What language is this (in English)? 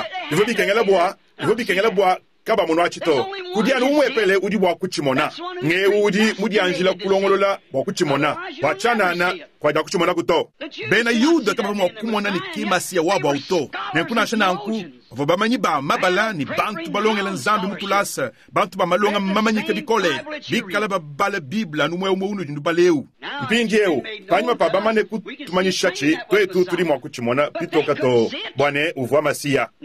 Luba-Lulua